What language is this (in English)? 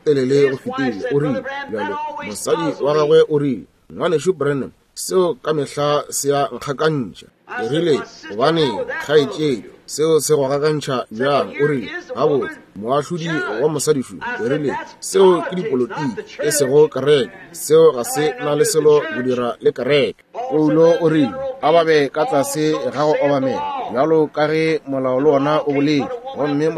Northern Sotho